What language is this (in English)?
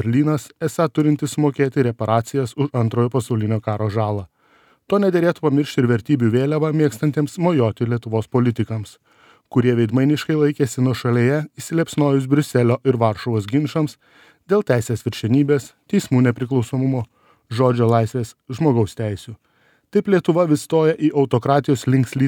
Lithuanian